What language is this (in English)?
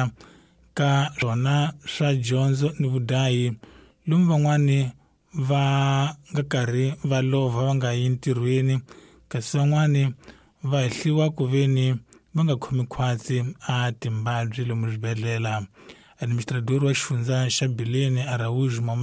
Tsonga